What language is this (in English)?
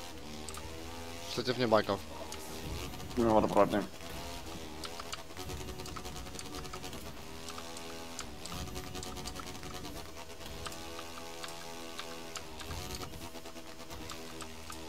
Afrikaans